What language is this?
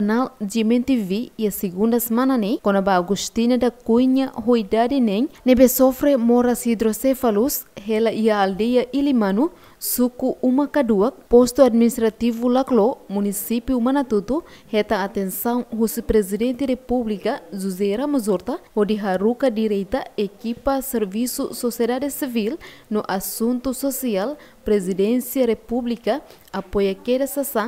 Tetum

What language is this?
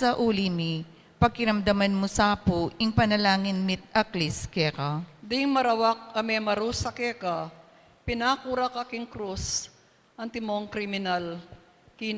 Pampanga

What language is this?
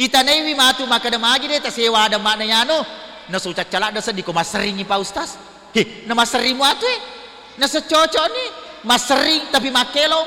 Buginese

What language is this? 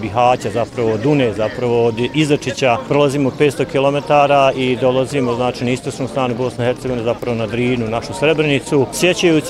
Bosnian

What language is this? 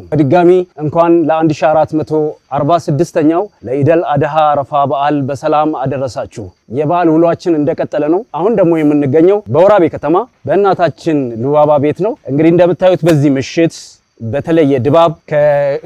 Amharic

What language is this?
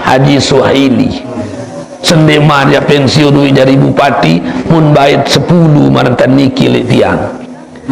Sasak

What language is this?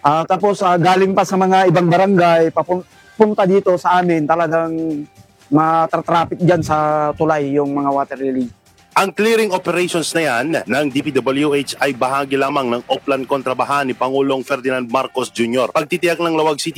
Filipino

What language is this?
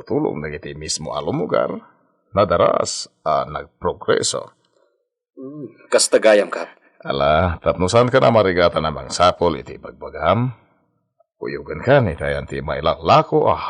Iloko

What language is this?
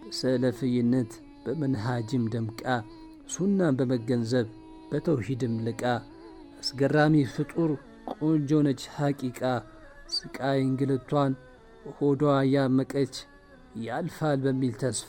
Amharic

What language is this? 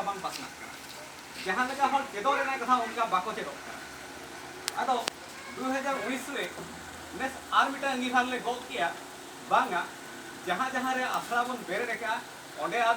Santali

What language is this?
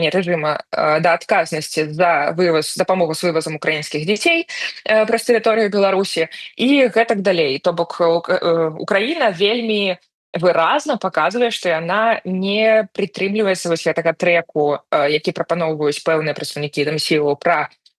Belarusian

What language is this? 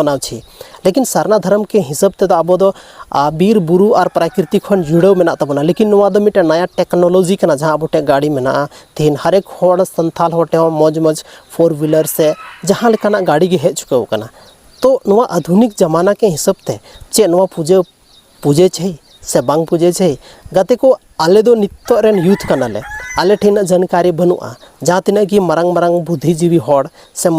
Santali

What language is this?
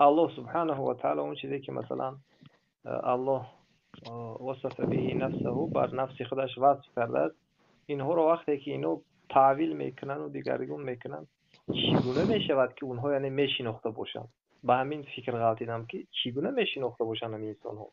Tajik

